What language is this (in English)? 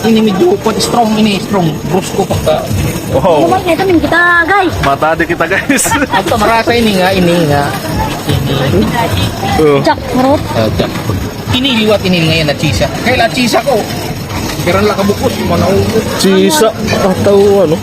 Waray